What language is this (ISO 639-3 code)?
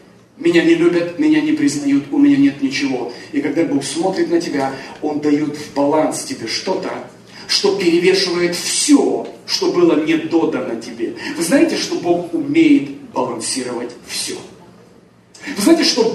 rus